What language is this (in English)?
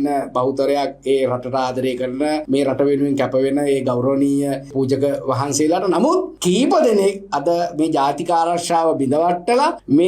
Sinhala